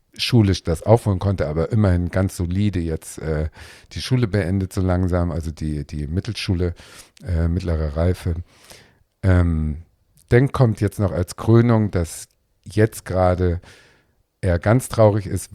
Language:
German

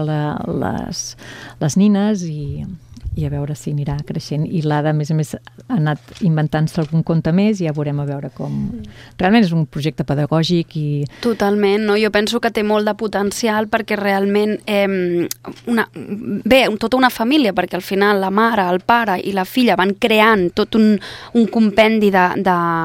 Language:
Catalan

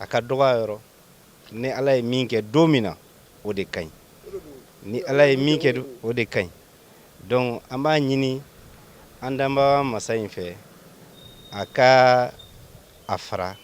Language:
Bambara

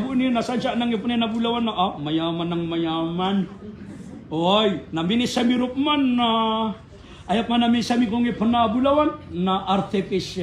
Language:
Maranao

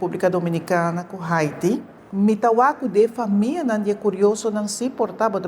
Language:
Papiamento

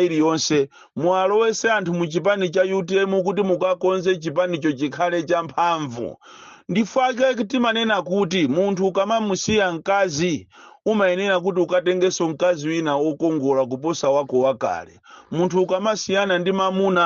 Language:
Nyanja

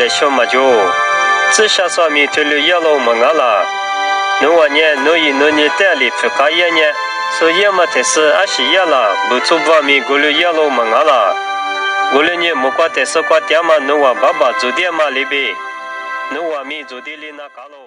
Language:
Lisu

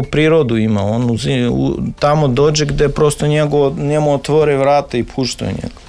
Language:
Serbian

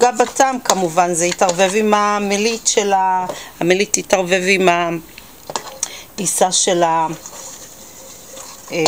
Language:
Hebrew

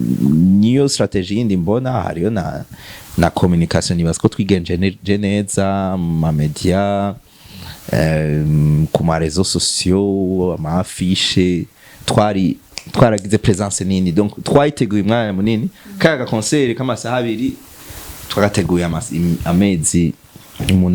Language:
Rundi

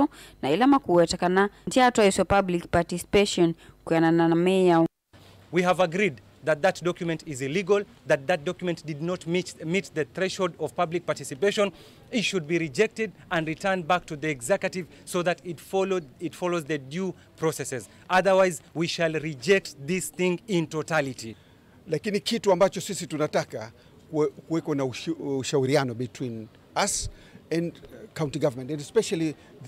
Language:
Kamba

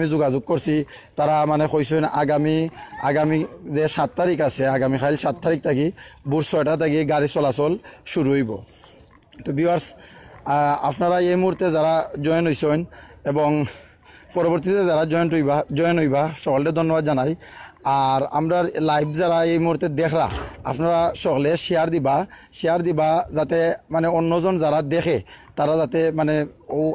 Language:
Sylheti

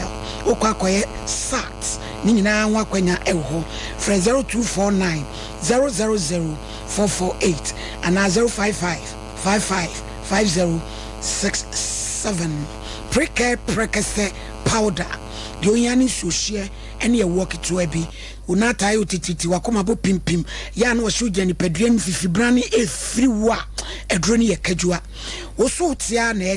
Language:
Akan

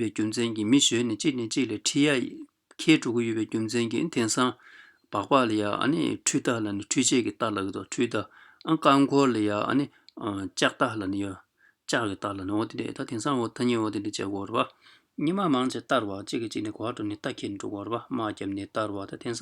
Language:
Tibetan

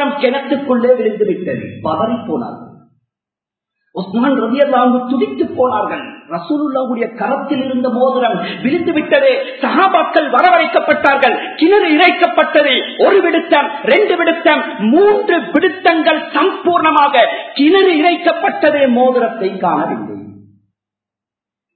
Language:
Tamil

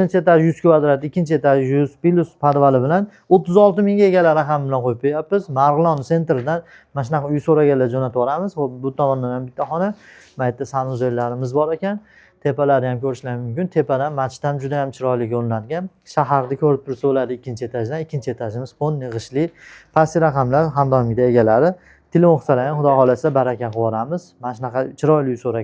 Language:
Uzbek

